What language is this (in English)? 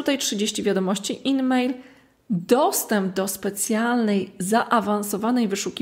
Polish